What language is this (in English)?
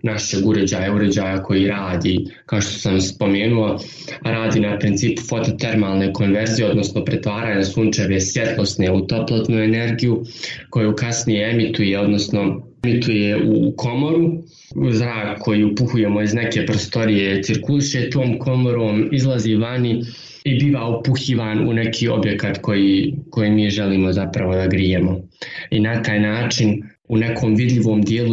Bosnian